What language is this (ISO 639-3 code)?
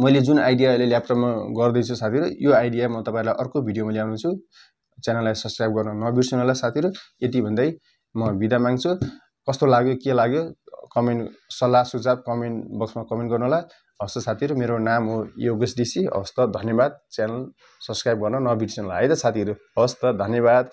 nep